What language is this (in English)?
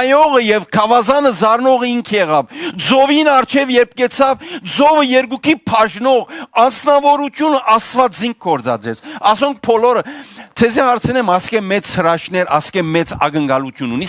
Western Armenian